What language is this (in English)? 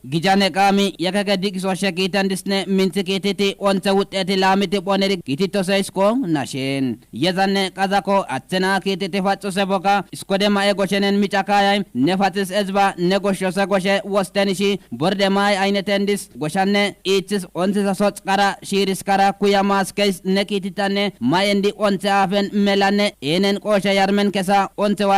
Kafa